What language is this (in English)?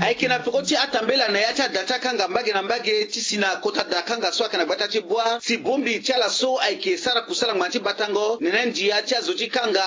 Sango